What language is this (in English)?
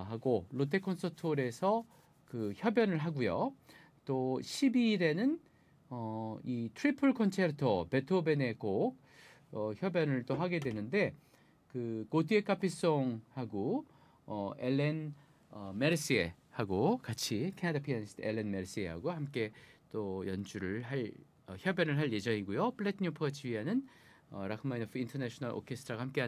Korean